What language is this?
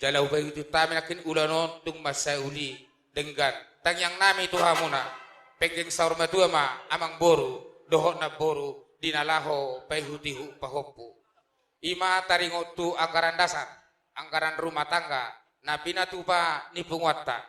Batak Toba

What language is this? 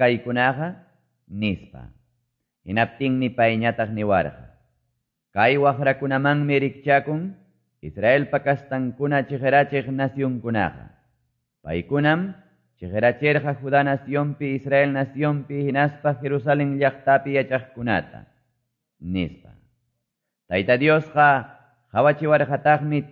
Quechua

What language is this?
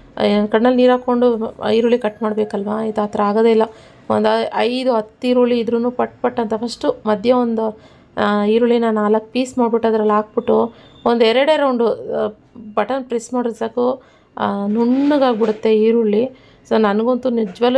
Kannada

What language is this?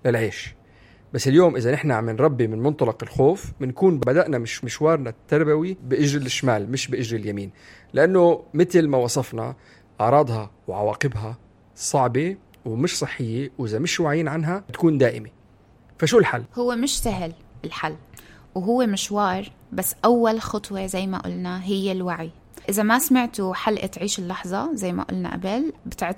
North Levantine Arabic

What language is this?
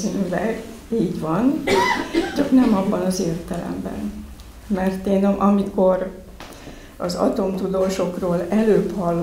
Hungarian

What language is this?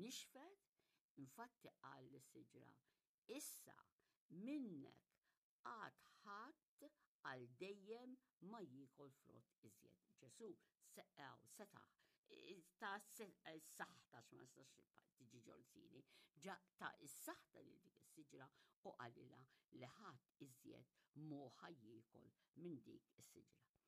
Maltese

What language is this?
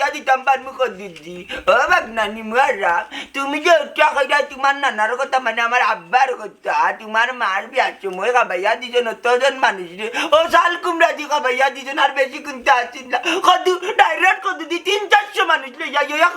Sylheti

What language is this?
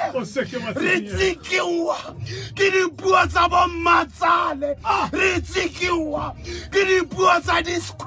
Tswana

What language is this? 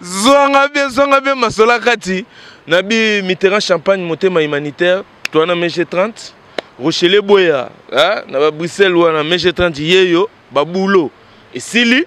Lingala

